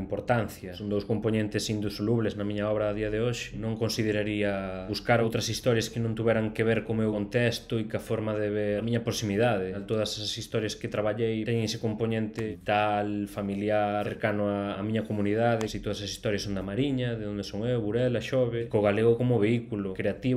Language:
Galician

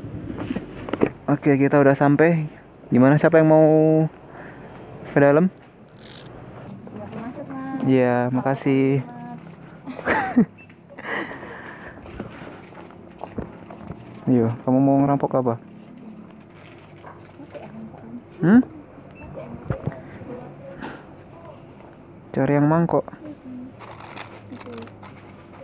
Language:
Indonesian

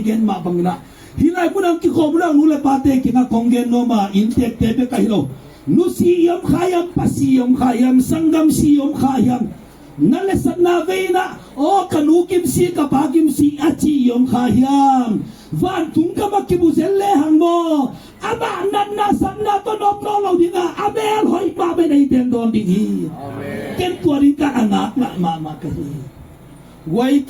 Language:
Tedim Chin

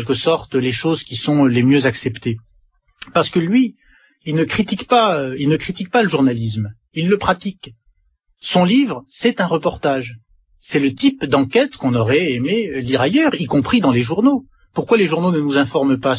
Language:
French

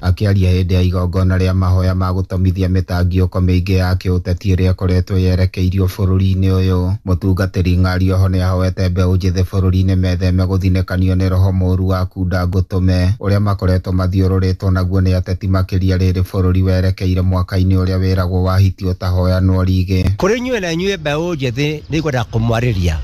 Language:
Kikuyu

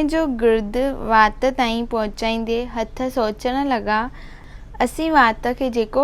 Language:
Sindhi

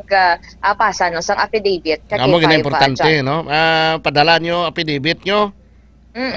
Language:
Hiligaynon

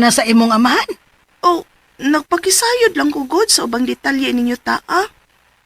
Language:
Cebuano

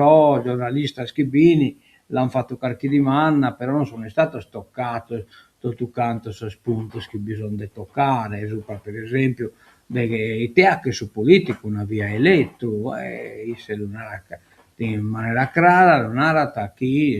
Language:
Sardinian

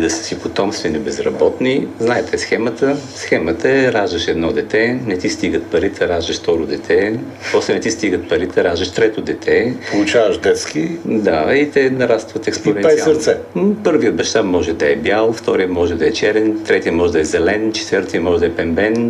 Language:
Bulgarian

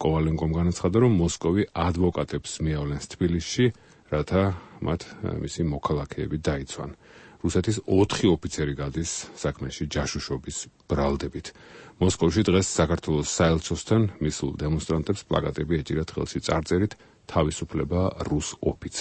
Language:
Georgian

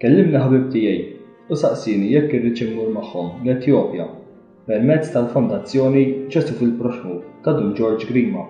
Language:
Maltese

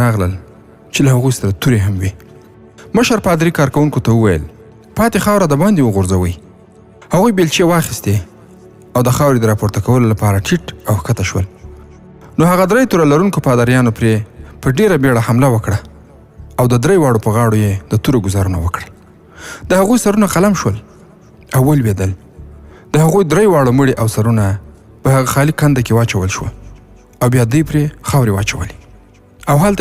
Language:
Pashto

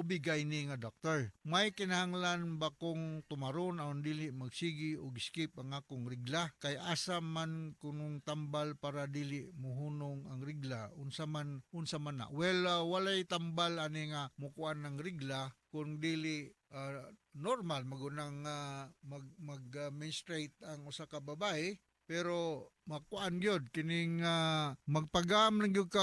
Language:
Cebuano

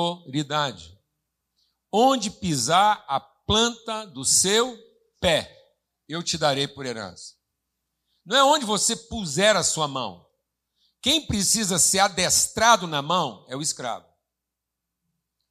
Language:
Portuguese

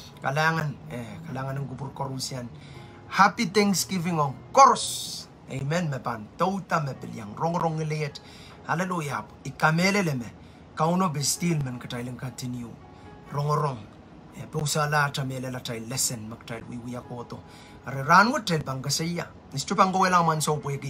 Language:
Pohnpeian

